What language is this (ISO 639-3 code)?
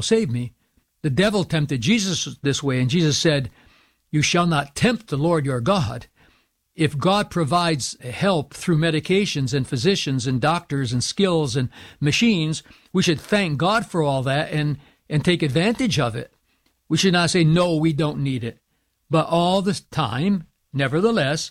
eng